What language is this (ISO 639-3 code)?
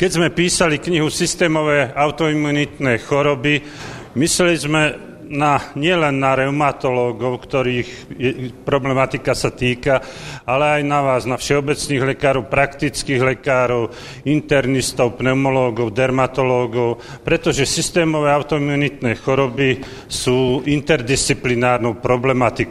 slk